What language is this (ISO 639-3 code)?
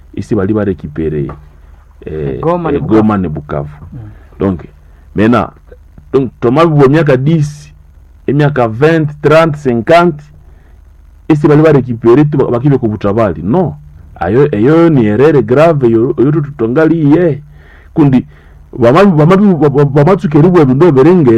swa